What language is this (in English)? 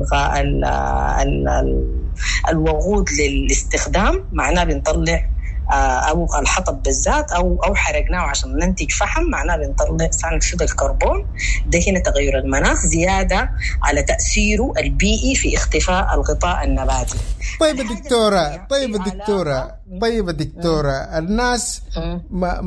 Sudanese Arabic